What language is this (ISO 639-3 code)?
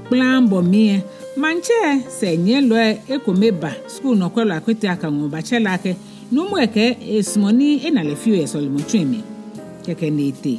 gaa